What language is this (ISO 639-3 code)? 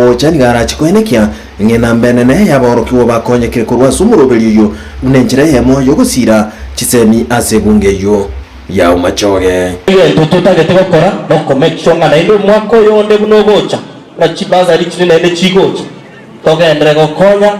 guz